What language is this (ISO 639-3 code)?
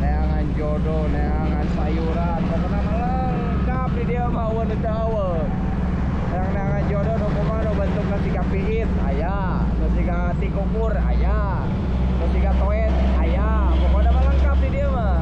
sun